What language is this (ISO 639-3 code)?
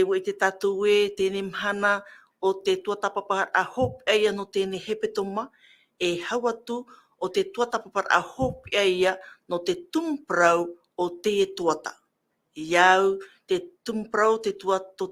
tah